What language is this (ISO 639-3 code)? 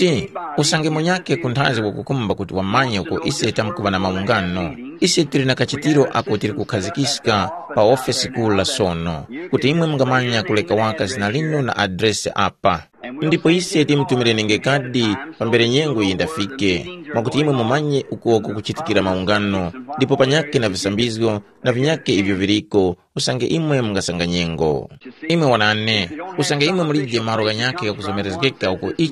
tum